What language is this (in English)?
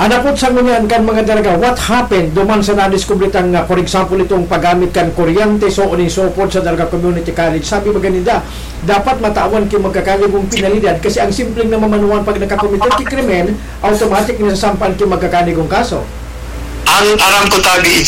Bikol